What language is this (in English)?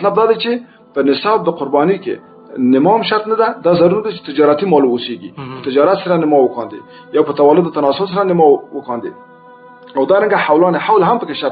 Pashto